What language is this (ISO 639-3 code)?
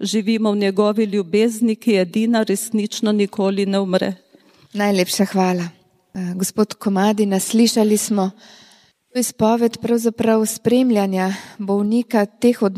slv